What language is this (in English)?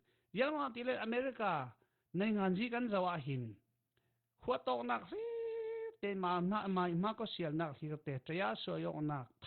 Falam Chin